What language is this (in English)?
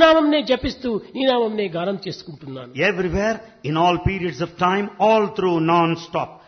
Telugu